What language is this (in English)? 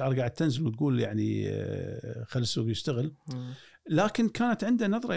Gulf Arabic